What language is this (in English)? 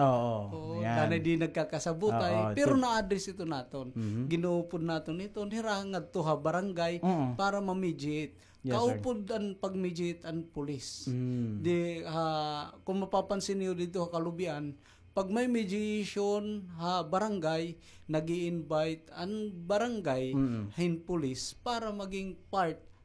Waray